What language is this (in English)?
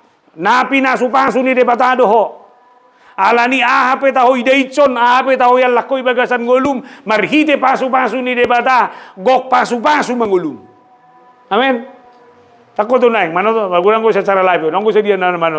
Batak Toba